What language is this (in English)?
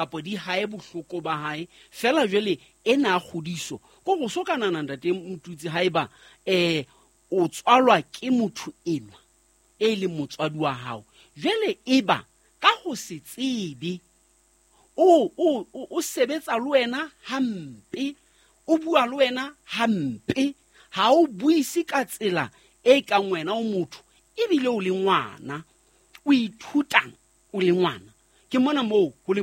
Southern Sotho